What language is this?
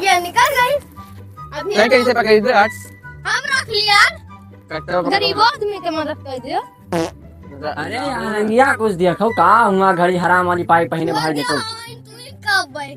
Awadhi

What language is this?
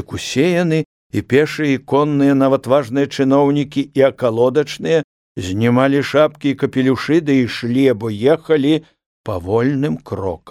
Belarusian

